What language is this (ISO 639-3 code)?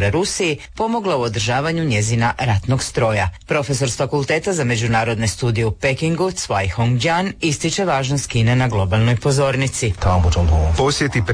hrv